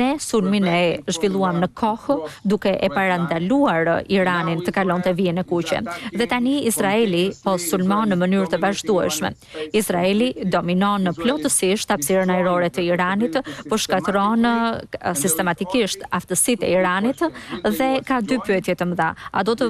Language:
Albanian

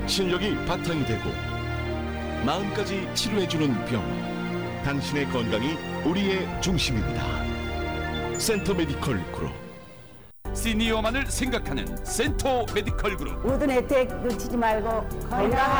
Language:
Korean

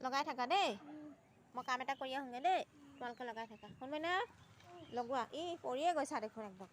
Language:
Assamese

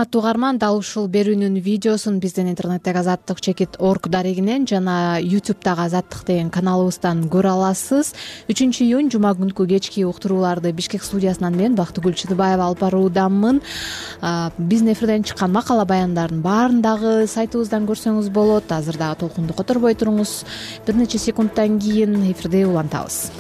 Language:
Kyrgyz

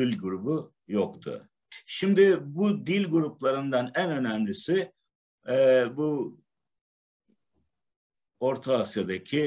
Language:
Turkish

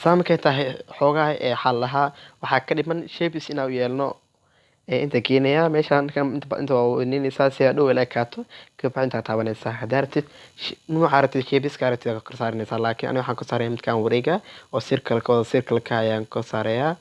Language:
Somali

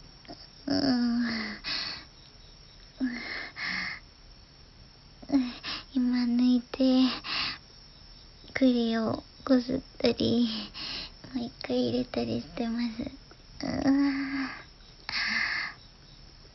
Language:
Japanese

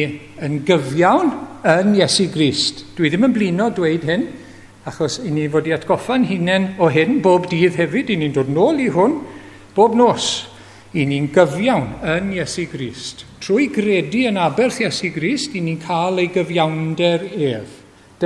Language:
Welsh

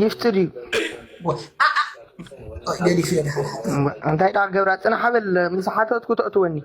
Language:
Tigrinya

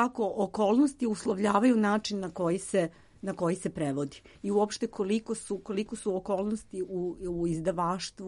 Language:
Serbian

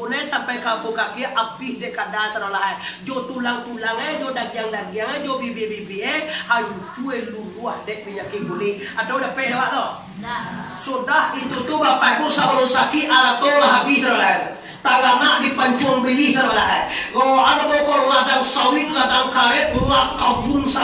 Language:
Minangkabau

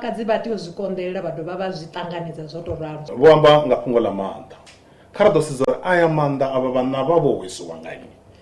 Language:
Venda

